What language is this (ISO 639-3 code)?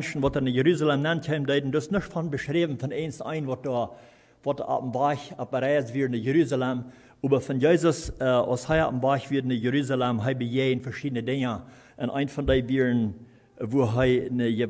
pdt